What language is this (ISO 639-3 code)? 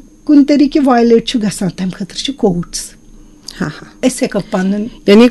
kas